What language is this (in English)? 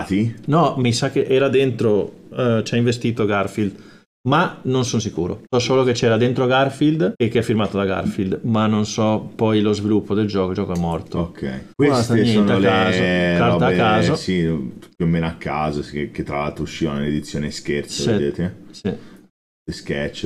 Italian